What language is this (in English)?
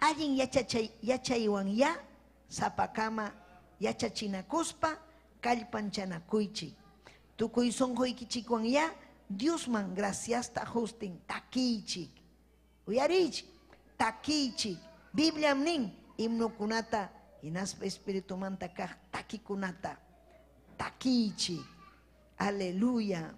Ayacucho Quechua